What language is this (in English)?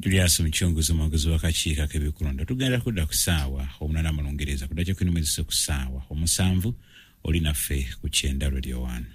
Ganda